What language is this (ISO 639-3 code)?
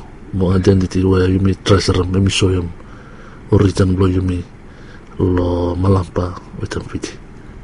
bis